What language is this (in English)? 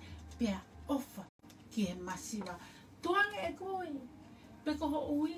Tongan